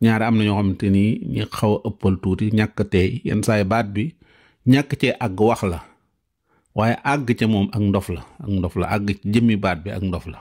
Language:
Wolof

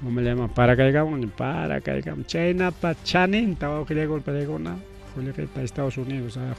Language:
Ayacucho Quechua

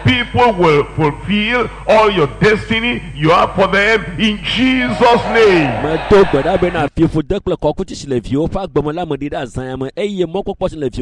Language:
Ewe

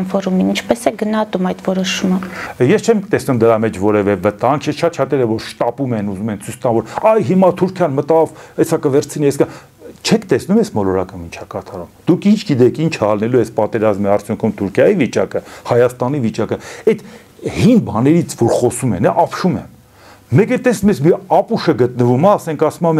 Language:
Armenian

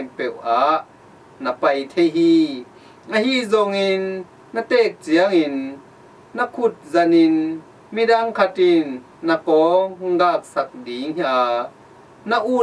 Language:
Tedim Chin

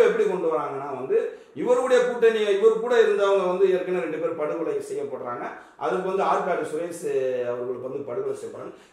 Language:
Tamil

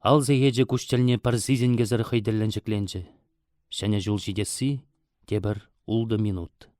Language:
Chuvash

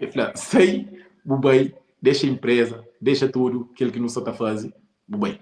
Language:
Kabuverdianu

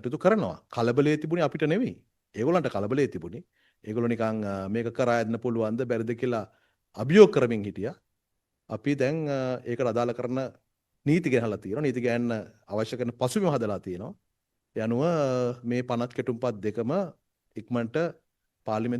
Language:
Sinhala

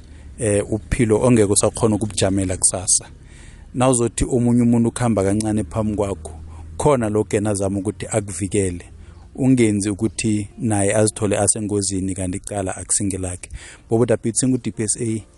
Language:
South Ndebele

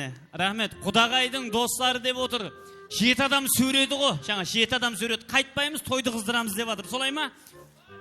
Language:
Kara-Kalpak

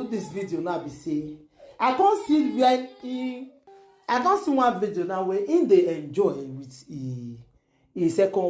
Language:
Nigerian Pidgin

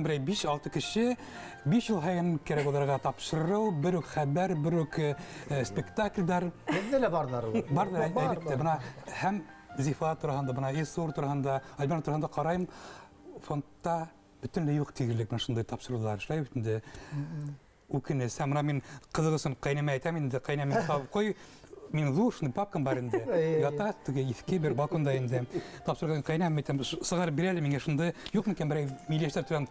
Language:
Bashkir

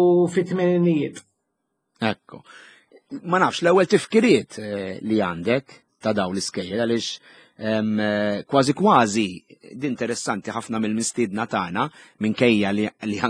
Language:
Maltese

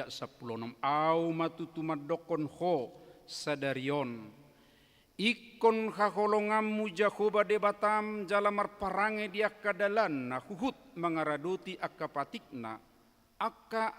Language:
Batak Toba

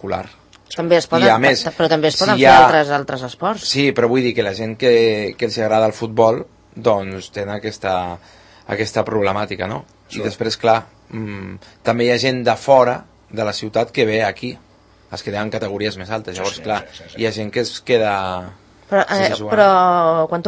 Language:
Catalan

